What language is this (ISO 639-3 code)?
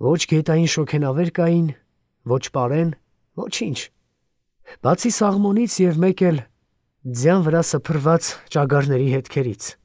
hye